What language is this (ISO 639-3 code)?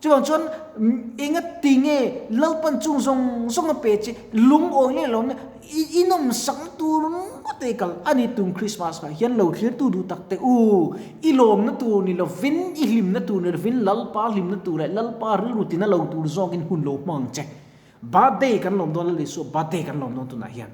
lus